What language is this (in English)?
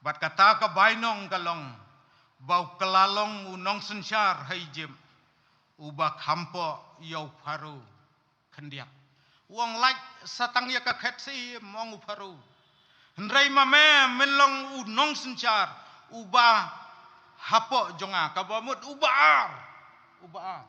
Khasi